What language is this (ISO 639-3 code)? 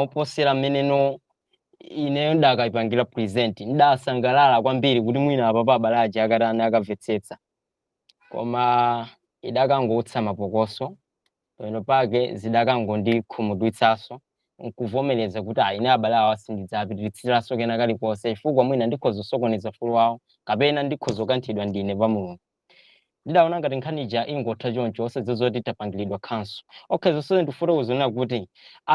nya